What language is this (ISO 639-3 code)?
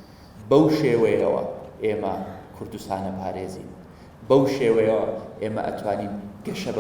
ckb